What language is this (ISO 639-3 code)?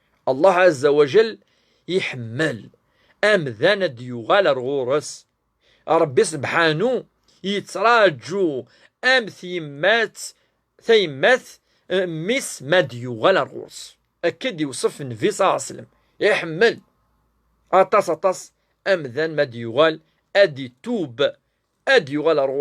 kab